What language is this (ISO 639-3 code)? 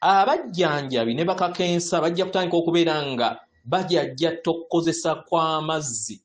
lug